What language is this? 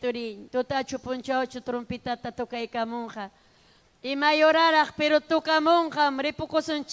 Ayacucho Quechua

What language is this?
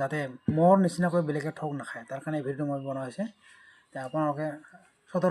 Assamese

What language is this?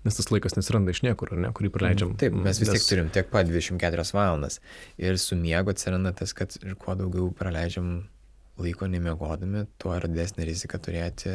Lithuanian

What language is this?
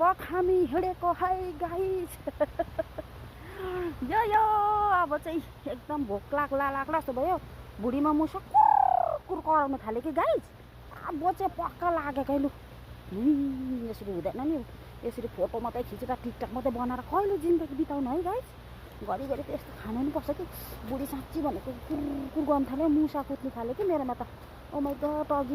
Nepali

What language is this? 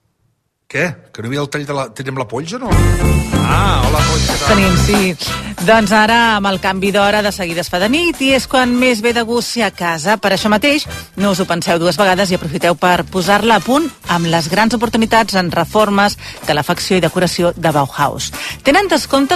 Catalan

